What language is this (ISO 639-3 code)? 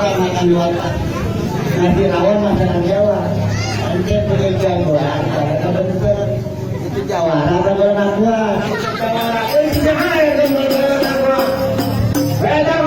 bew